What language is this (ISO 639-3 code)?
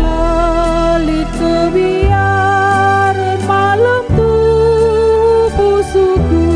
btx